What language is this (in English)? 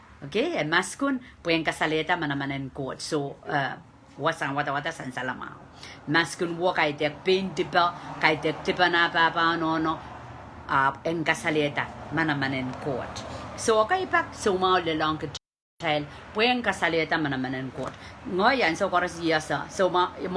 Pohnpeian